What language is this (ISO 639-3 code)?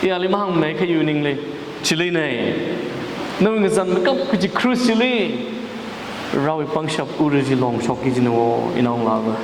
nmf